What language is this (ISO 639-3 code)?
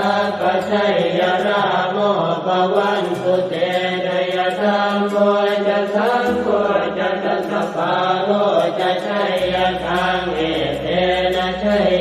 pli